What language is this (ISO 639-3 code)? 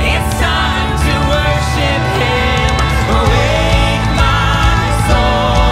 eng